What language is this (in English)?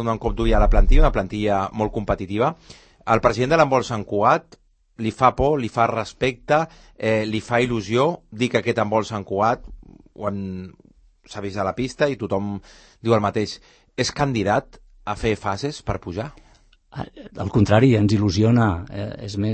Catalan